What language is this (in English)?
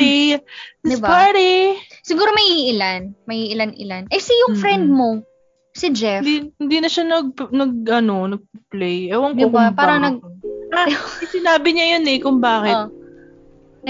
Filipino